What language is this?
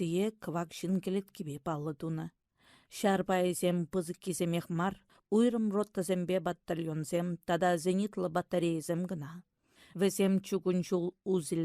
Chuvash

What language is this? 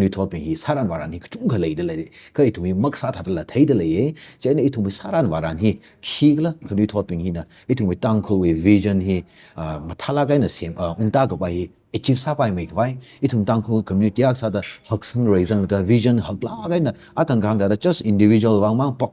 Tangkhul Naga (India)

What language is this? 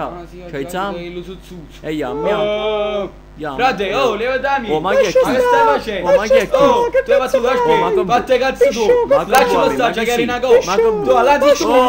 Neapolitan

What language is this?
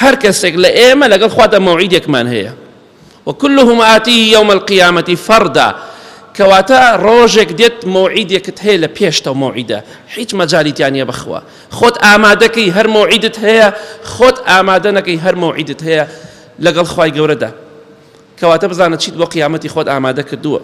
Central Kurdish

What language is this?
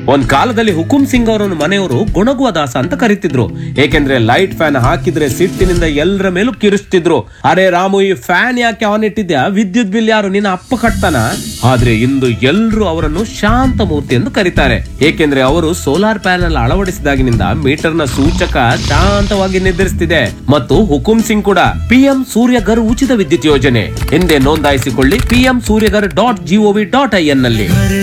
Kannada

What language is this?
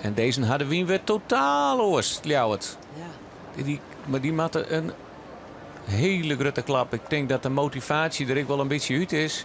Western Frisian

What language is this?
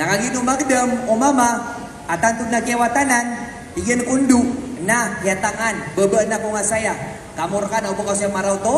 Maranao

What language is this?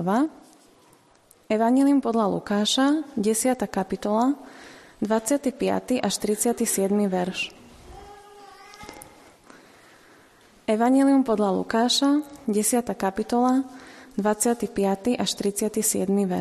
Slovak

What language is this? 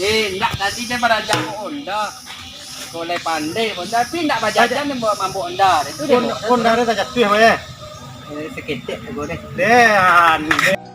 Minangkabau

